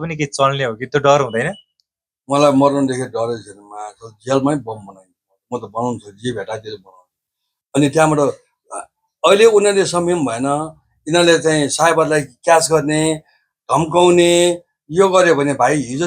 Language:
Nepali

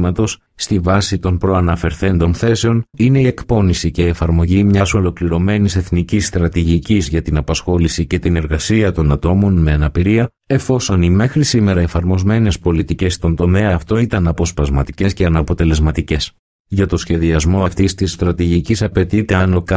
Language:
Greek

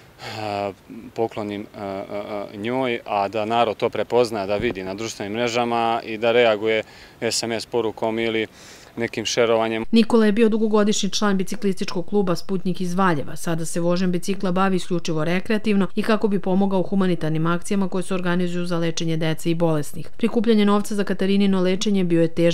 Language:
Serbian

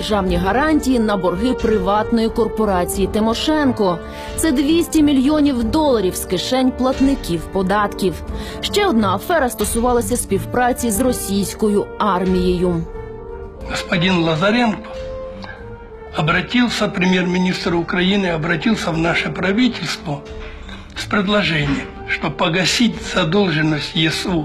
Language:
Ukrainian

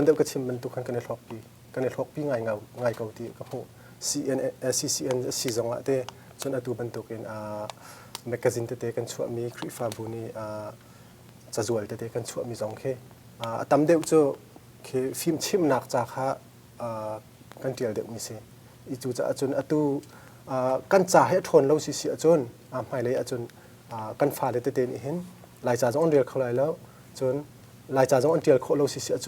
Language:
Hakha Chin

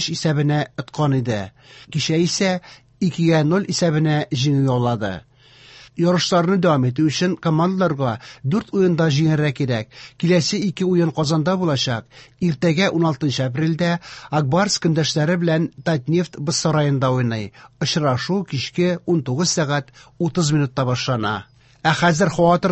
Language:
Tatar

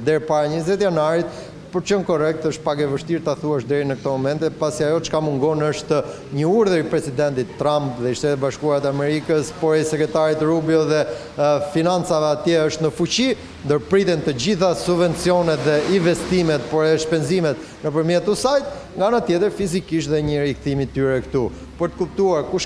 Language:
Albanian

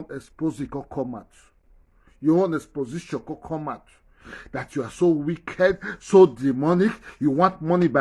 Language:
Nigerian Pidgin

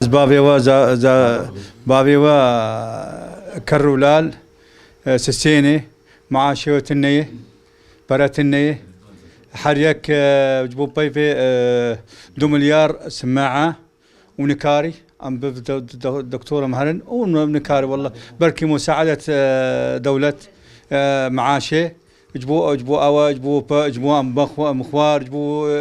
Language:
Kurdish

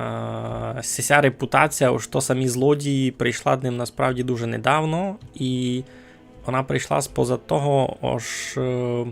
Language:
Rusyn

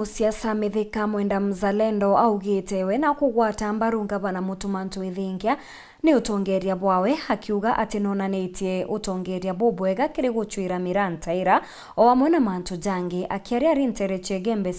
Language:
Meru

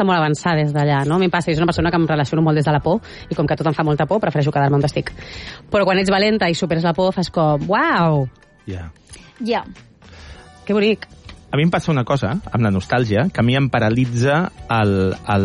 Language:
Catalan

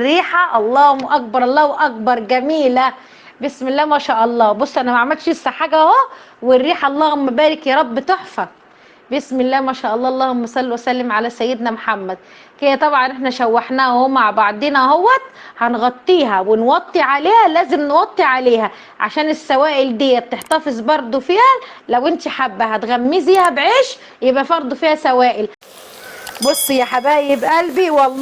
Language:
Egyptian Arabic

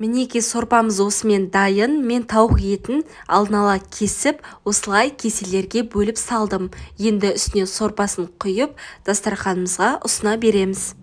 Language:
Kazakh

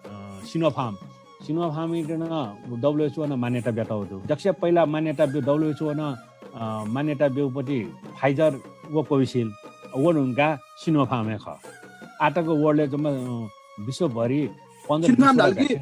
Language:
Newari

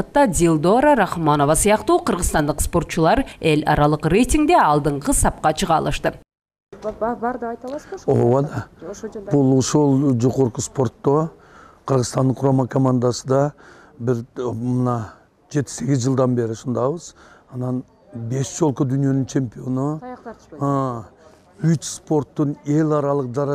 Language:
Kyrgyz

